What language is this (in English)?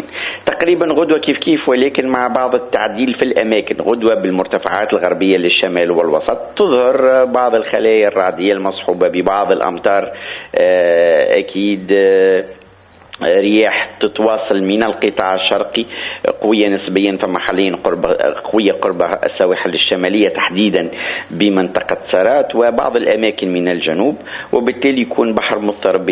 Tunisian Arabic